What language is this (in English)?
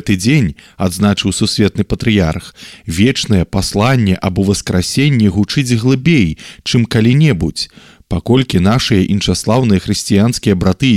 Belarusian